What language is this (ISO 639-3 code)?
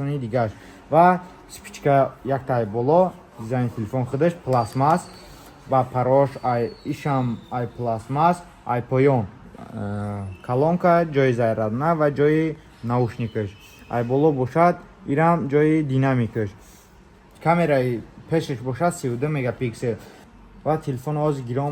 tgk